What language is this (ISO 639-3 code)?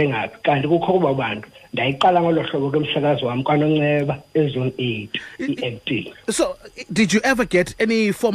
xho